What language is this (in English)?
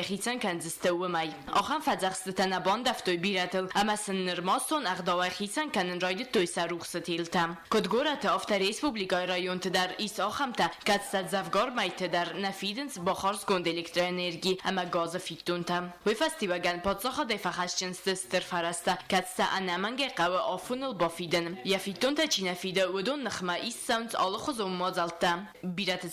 Ossetic